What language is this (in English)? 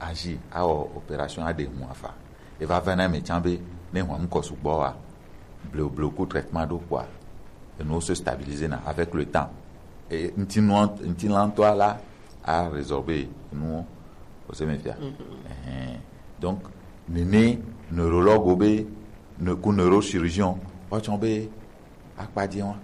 Gen